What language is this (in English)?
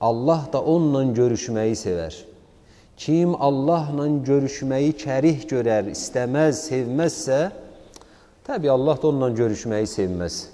Azerbaijani